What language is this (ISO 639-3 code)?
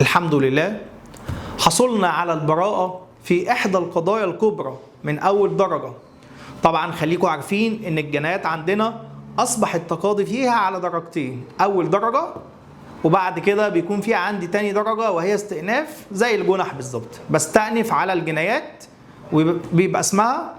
arz